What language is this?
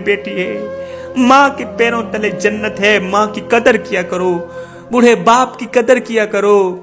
Urdu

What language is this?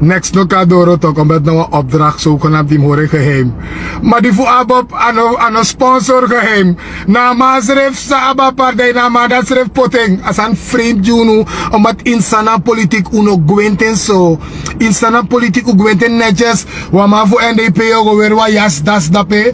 Sranan Tongo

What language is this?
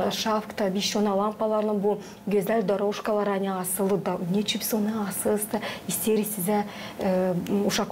Gagauz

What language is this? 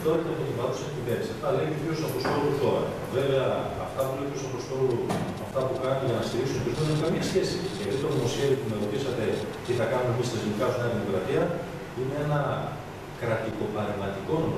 Greek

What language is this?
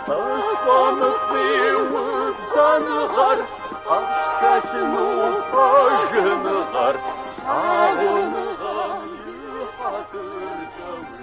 Kabardian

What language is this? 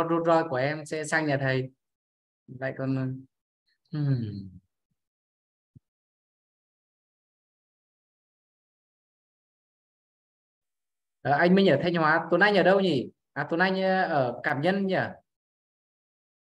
Vietnamese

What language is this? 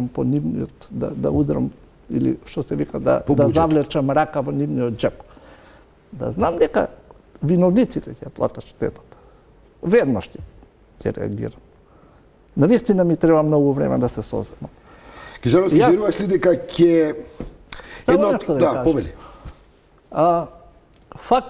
Macedonian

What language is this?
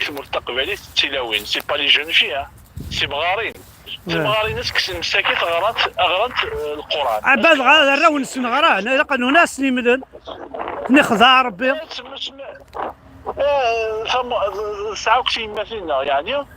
Kabyle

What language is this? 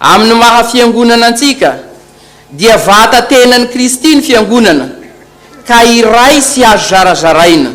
Malagasy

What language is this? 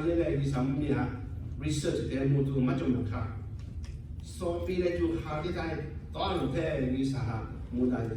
Lahu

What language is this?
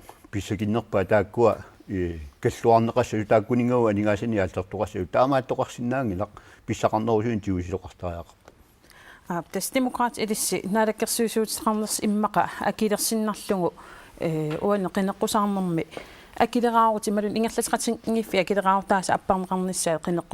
Kalaallisut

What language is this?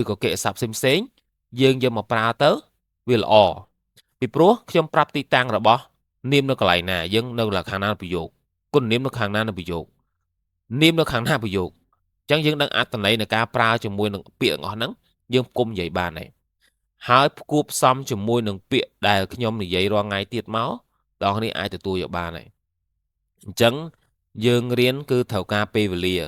Khmer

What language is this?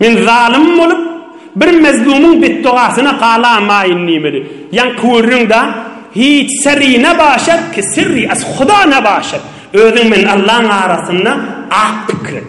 Turkmen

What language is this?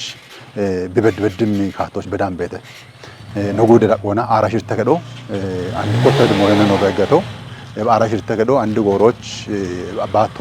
Kafa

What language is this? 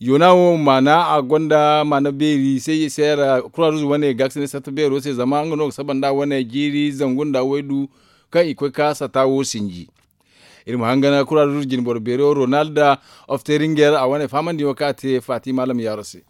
Zarma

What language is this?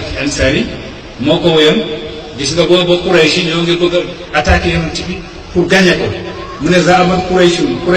Wolof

